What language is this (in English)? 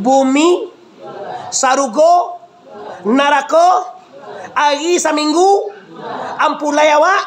Minangkabau